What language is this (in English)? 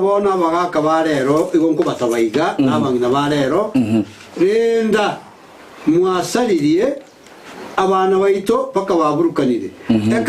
Gusii